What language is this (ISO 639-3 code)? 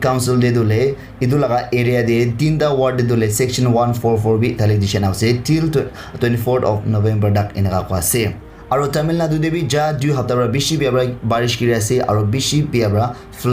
nag